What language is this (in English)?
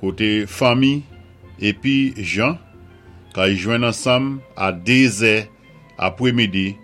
Saint Lucian Creole French